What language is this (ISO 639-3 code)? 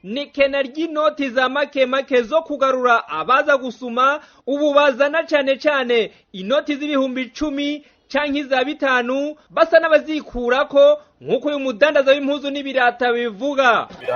run